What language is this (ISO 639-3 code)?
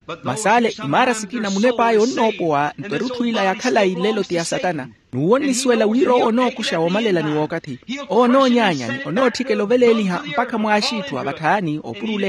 vmw